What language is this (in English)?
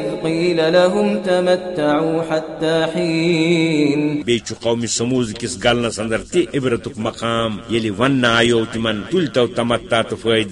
Kashmiri